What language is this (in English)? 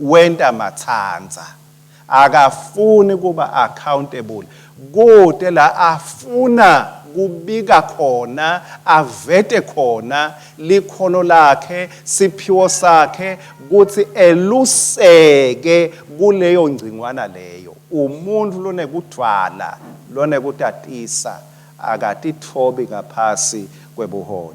Swati